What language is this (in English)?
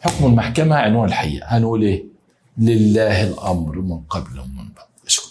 Egyptian Arabic